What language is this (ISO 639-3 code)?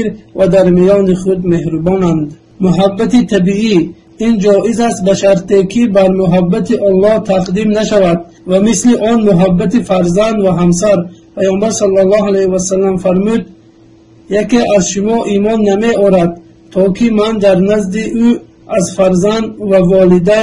tgk